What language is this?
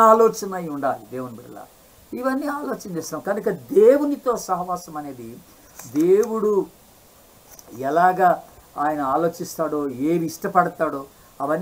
Telugu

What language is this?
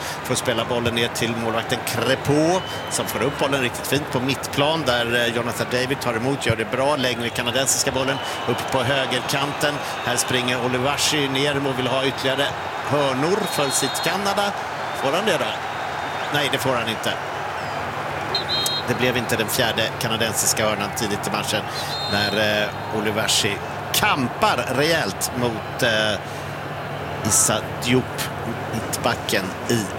Swedish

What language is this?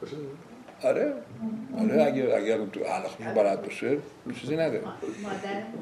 Persian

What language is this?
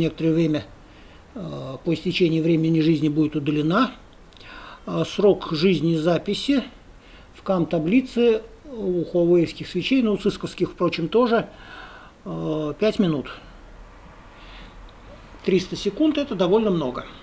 Russian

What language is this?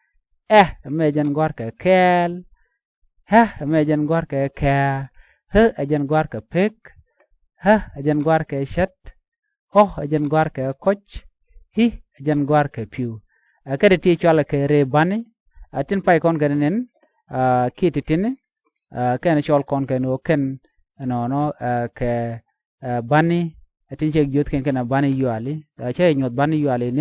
Nuer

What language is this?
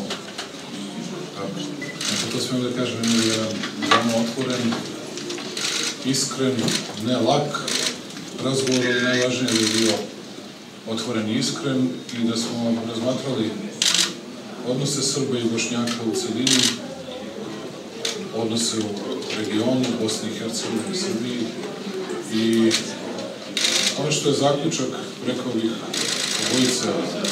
Serbian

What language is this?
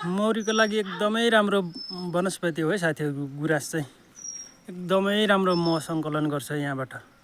Nepali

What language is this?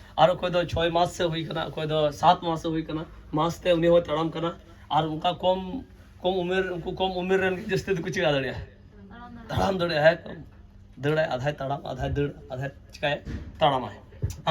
Santali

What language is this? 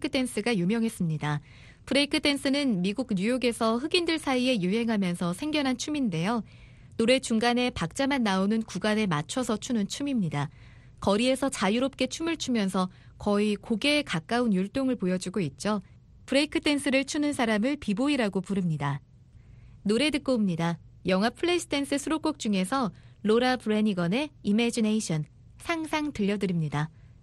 Korean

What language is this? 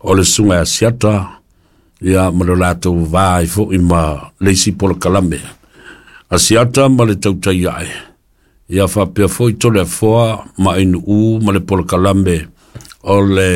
Samoan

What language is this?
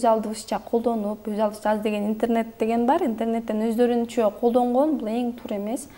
Kyrgyz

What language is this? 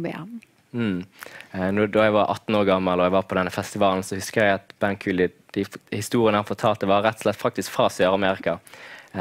Norwegian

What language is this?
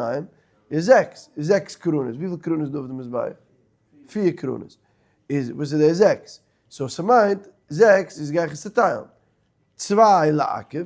Yiddish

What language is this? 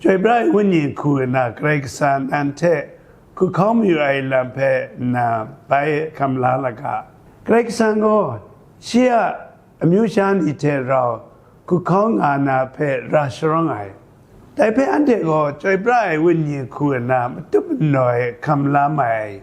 Kachin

